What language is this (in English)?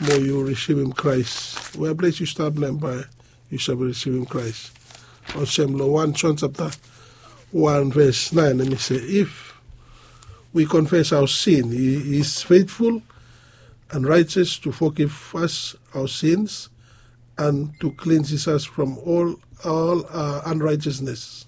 Bislama